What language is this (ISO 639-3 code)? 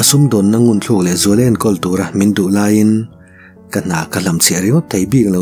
lus